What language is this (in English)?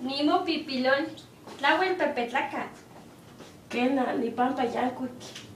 Eastern Huasteca Nahuatl